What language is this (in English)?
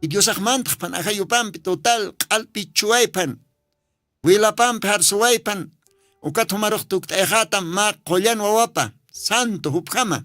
Aymara